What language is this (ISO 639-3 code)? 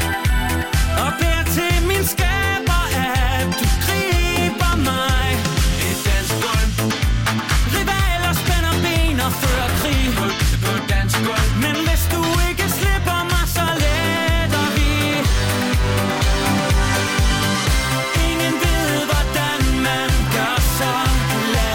dan